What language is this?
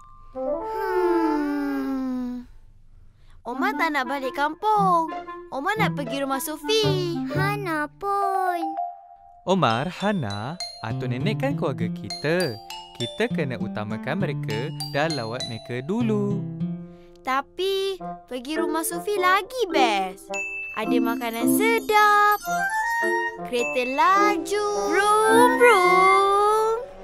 Malay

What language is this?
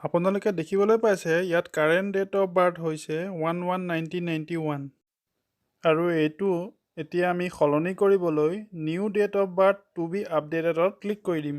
Assamese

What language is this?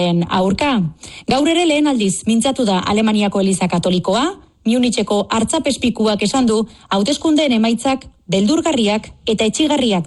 Basque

